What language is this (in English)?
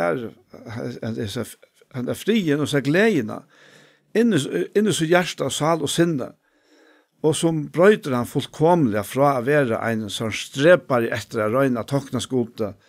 Faroese